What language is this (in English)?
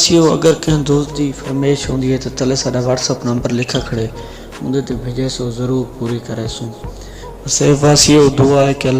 Saraiki